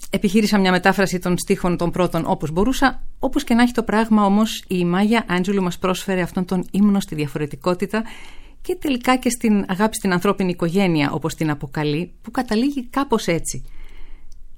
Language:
Greek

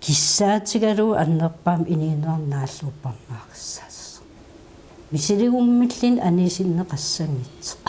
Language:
Kalaallisut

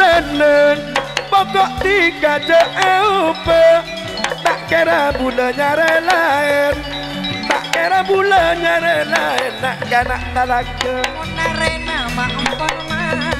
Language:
Madurese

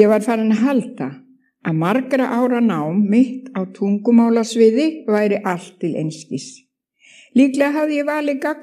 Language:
Icelandic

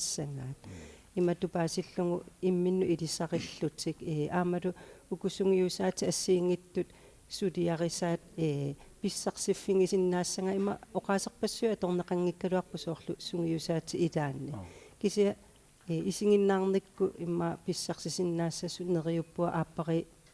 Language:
Kalaallisut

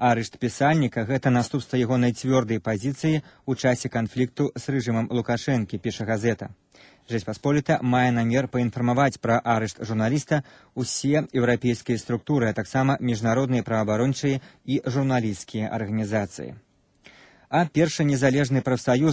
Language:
Belarusian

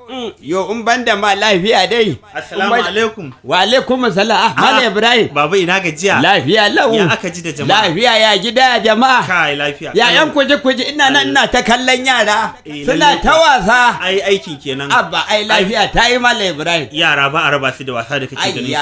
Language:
Hausa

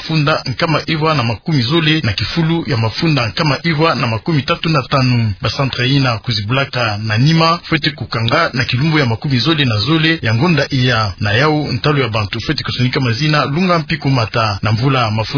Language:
Kituba (Democratic Republic of Congo)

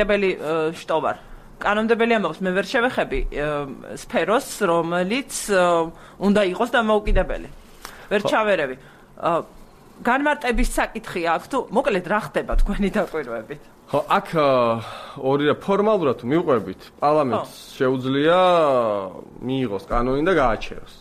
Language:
Georgian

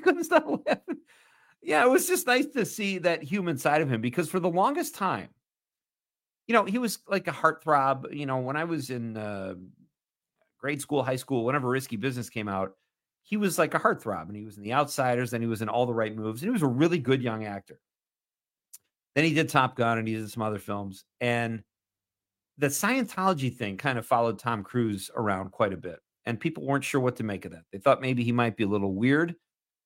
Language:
English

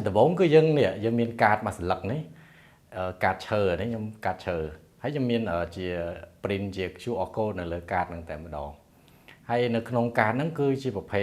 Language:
Khmer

